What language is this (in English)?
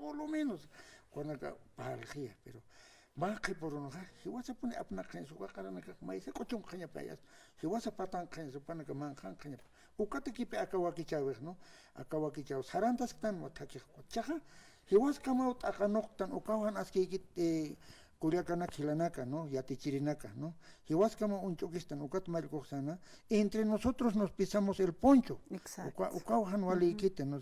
Aymara